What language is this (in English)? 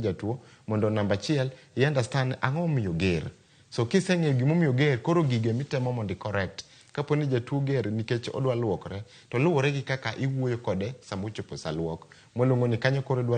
Luo (Kenya and Tanzania)